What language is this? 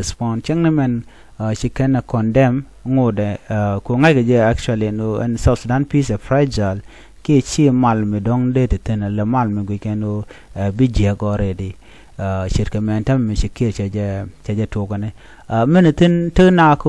Nuer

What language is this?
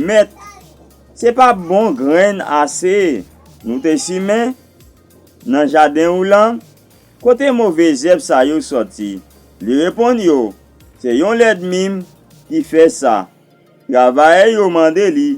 Haitian Creole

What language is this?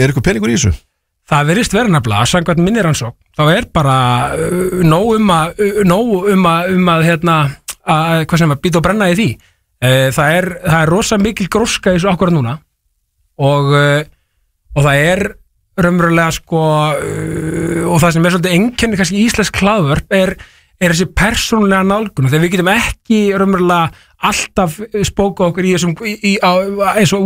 Icelandic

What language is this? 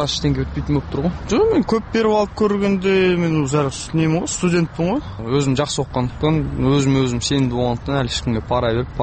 Kazakh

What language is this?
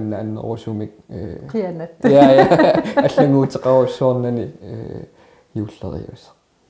Kalaallisut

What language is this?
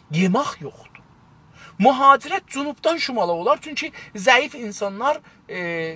South Azerbaijani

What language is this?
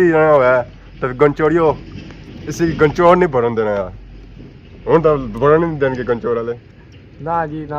Pahari-Potwari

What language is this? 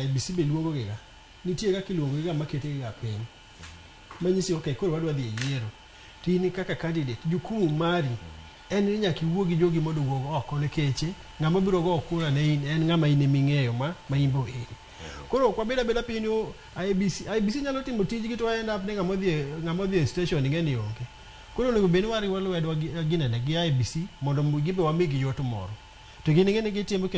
Luo (Kenya and Tanzania)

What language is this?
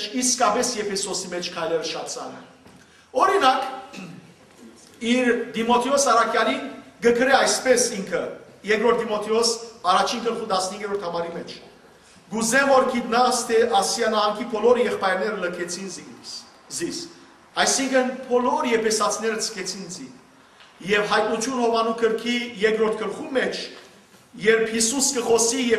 Western Armenian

